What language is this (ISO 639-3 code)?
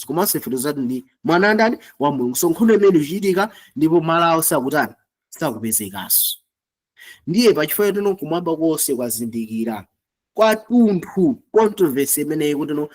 nya